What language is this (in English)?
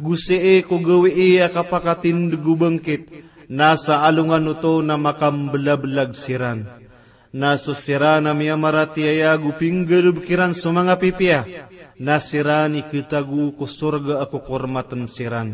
Maranao